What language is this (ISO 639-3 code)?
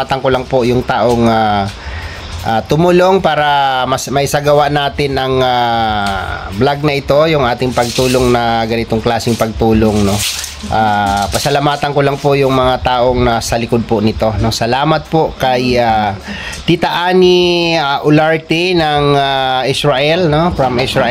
fil